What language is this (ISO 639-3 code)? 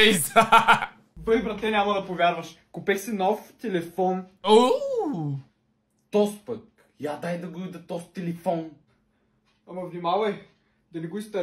bul